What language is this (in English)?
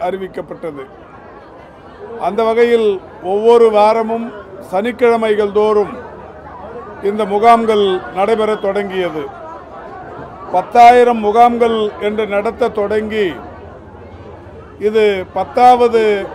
Tamil